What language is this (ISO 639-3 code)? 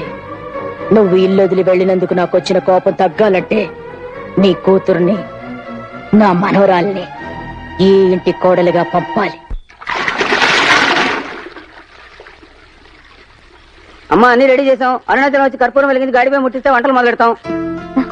tel